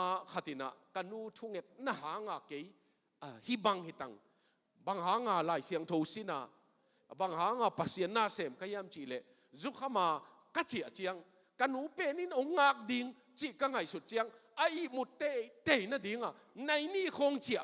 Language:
Tedim Chin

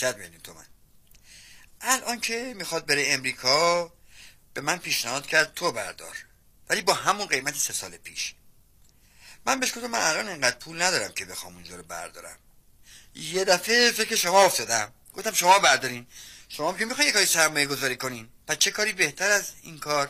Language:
Persian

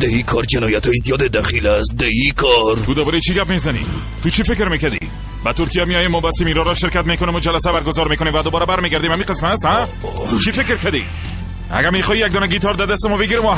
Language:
Persian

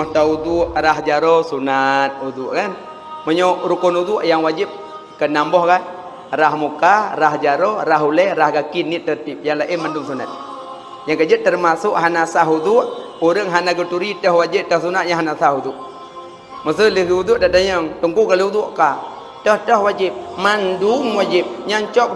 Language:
Achinese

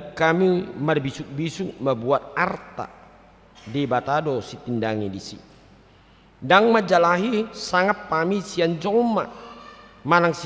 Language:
Batak Toba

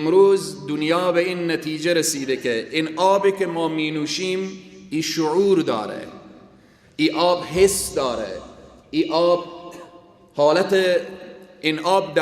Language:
Persian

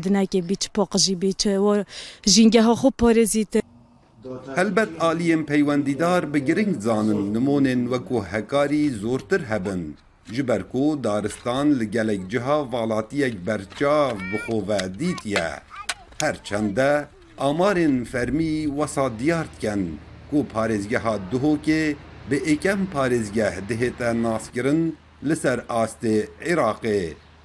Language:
Kurdish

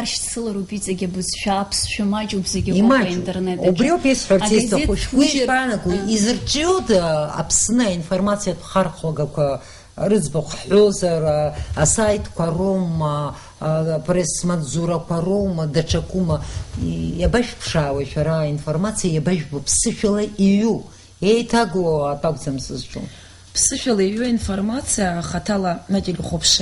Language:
Abkhazian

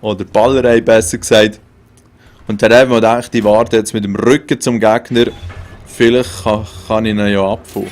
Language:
Swiss German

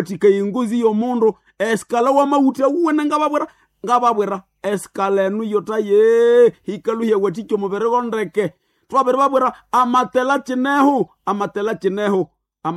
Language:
Nande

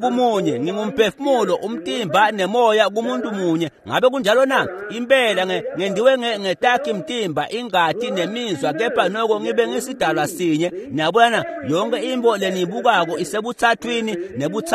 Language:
Swati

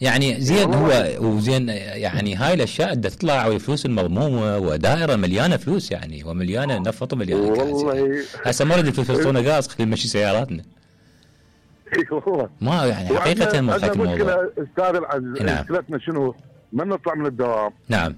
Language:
Mesopotamian Arabic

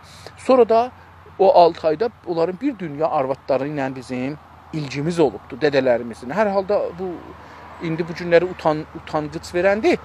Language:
South Azerbaijani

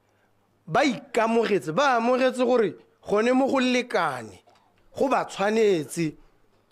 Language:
Tswana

